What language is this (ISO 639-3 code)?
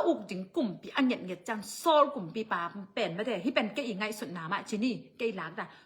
ctd